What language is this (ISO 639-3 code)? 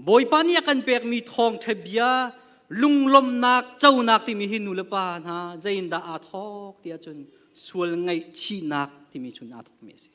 cnh